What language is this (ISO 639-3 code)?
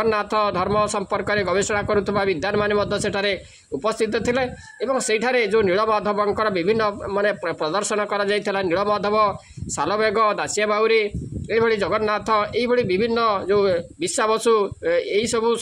ori